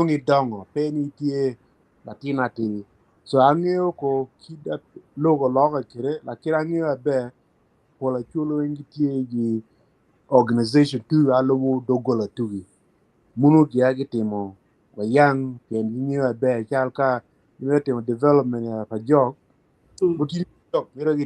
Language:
Acoli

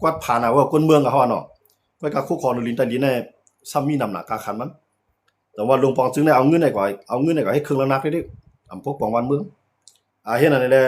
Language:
Shan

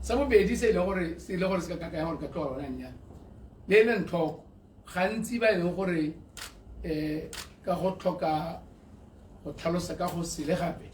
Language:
Tswana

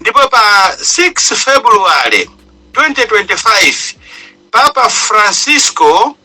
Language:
Nyanja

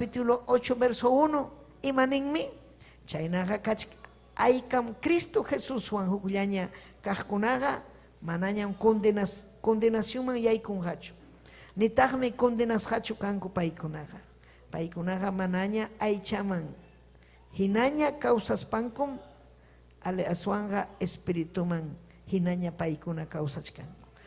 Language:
Ayacucho Quechua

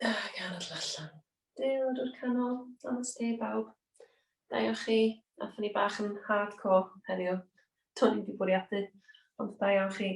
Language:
Welsh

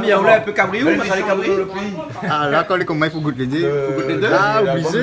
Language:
Réunion Creole French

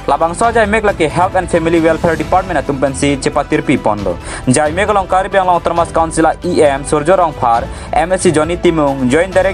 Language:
Karbi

